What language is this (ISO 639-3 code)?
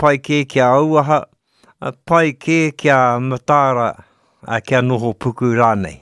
mri